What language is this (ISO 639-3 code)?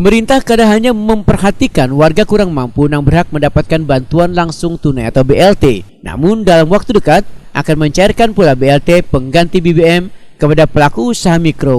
bjn